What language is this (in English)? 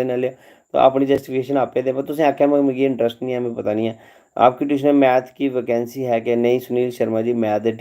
Dogri